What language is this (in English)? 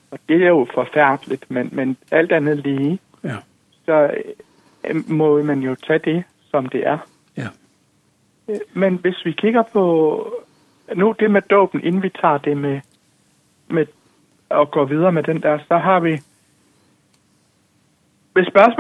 Danish